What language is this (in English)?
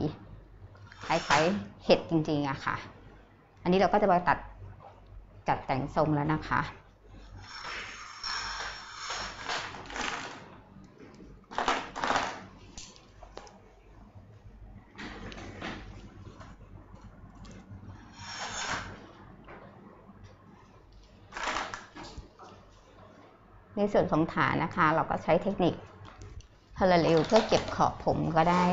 Thai